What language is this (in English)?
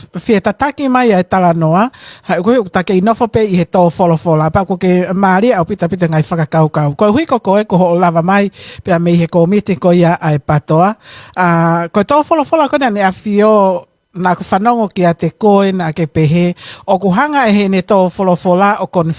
Tongan